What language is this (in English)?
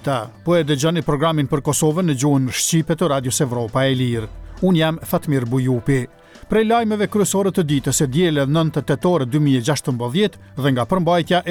Albanian